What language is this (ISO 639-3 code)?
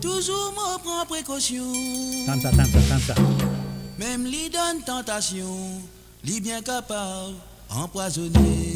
mfe